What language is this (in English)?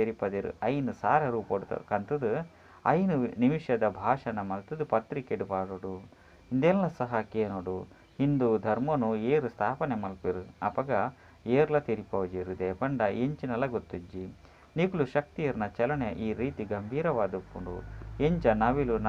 Tulu